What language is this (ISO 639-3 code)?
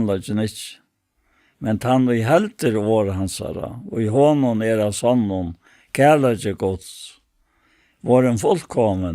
fao